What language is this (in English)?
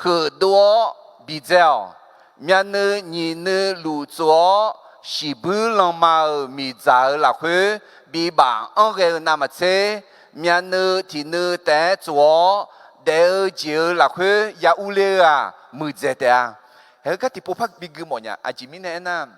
Akha